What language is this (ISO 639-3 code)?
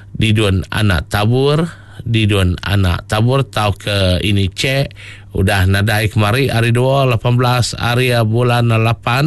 iba